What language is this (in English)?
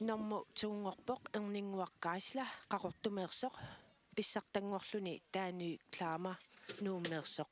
Kalaallisut